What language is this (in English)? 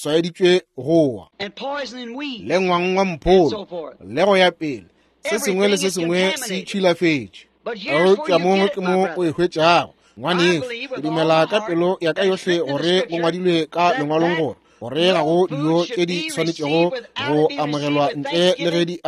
Northern Sotho